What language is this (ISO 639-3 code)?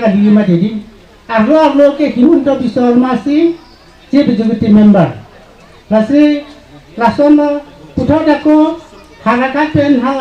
mjw